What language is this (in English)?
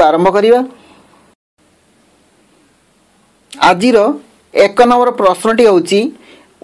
Odia